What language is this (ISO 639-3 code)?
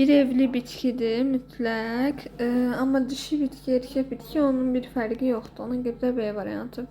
aze